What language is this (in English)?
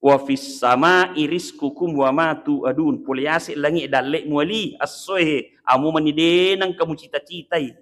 Buginese